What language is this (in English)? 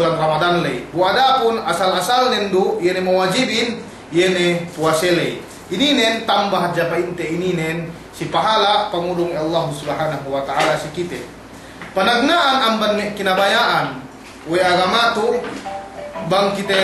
Yakan